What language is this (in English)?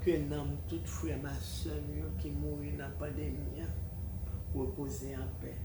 Haitian Creole